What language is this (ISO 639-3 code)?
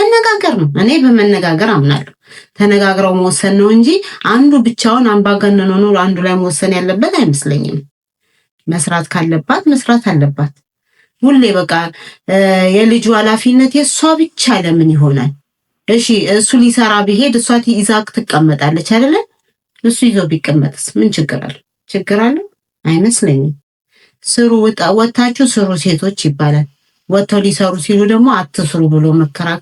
amh